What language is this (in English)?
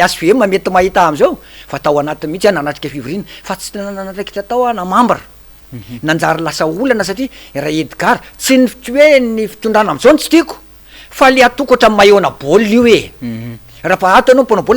Malagasy